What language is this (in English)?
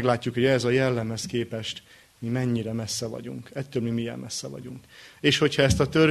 Hungarian